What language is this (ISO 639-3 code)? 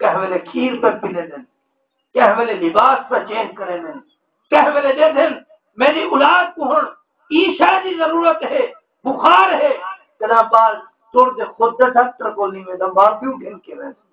skr